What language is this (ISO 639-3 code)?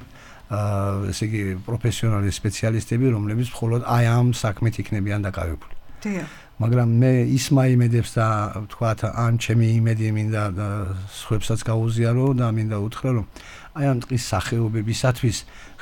kat